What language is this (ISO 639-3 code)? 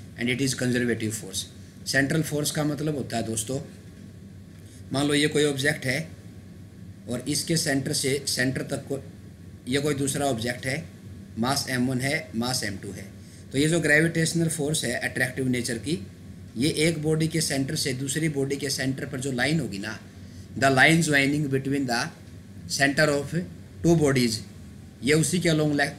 hin